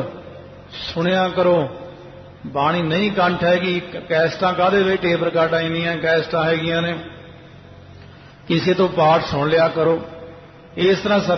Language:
Punjabi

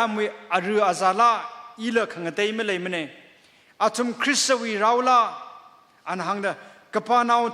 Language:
Tangkhul Naga (India)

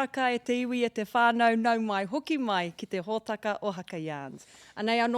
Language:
Māori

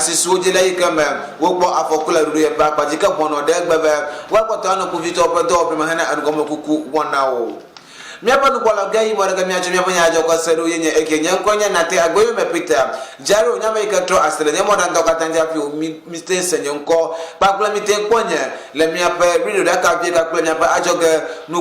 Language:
Ewe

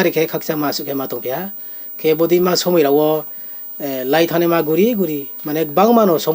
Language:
Riang (India)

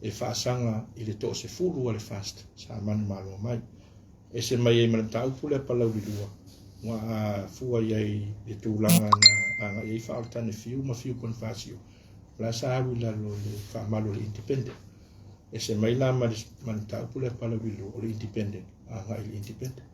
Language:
Samoan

